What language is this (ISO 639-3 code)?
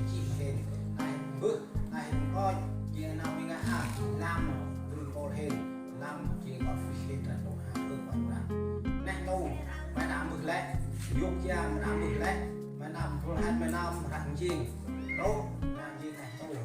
cmo